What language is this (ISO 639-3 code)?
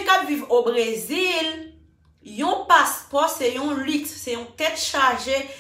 hat